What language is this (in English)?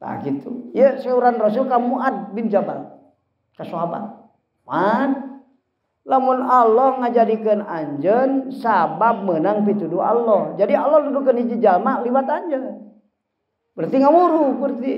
Sundanese